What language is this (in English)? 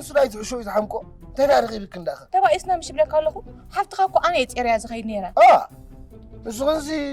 Tigrinya